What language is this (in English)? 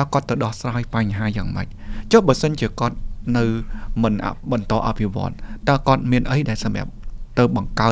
Khmer